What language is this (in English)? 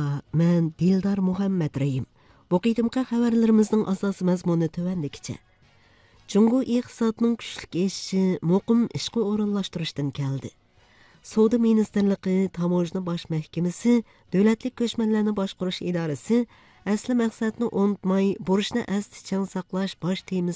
Uyghur